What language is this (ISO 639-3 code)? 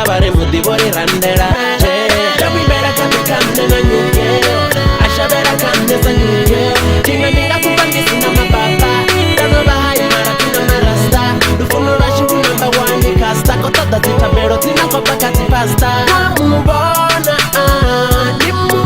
ven